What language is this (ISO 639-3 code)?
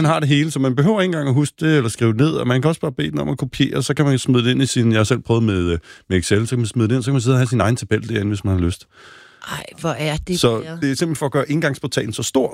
dan